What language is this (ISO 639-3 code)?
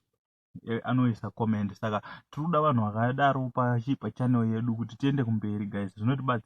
sna